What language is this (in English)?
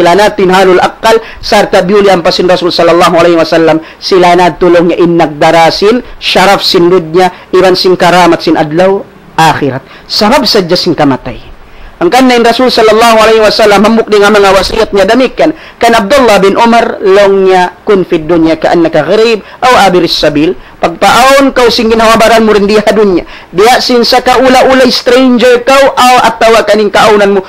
Tausug